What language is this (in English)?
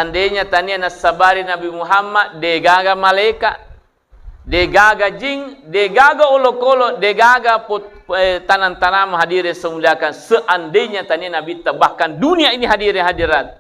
Buginese